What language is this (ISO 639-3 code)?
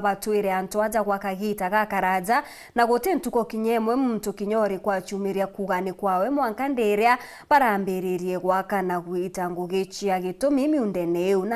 mer